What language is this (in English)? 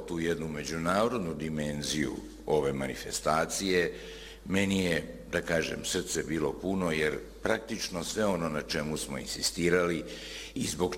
Serbian